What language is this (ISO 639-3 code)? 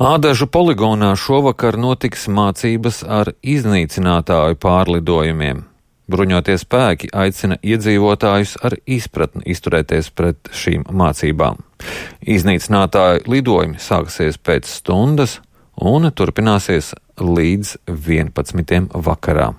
lav